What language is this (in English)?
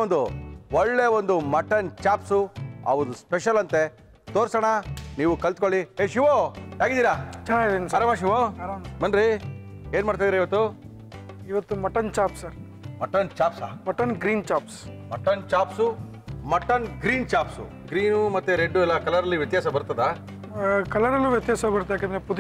Kannada